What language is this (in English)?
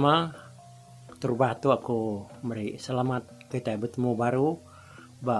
Iban